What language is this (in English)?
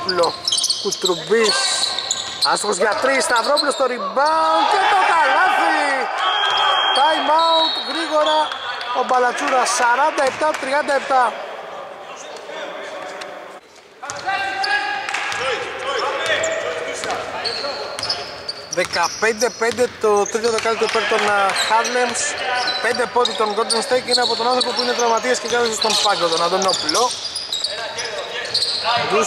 Greek